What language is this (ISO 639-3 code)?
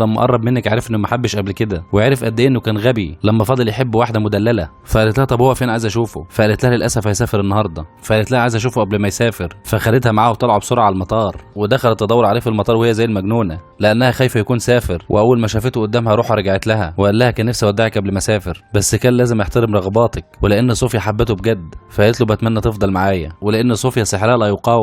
arz